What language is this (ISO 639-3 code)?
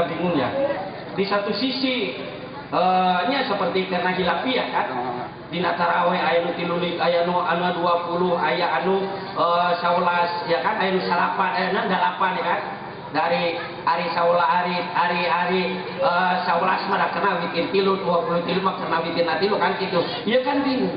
sun